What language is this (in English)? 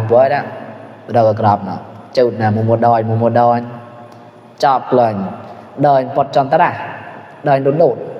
Mon